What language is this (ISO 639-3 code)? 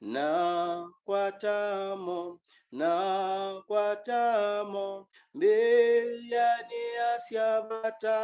kam